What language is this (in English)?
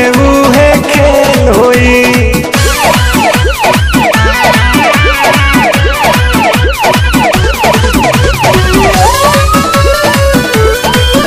Bhojpuri